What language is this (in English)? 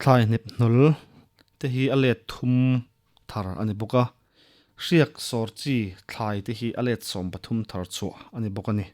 Mizo